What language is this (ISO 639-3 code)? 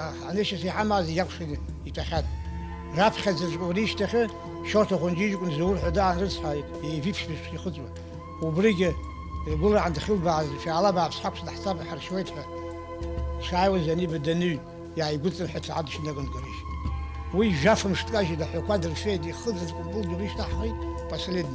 abk